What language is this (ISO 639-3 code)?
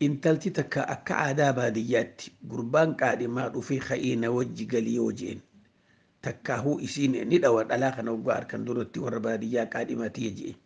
orm